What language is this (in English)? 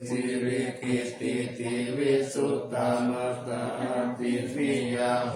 Pali